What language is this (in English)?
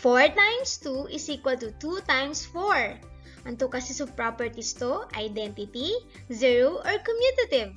Pangasinan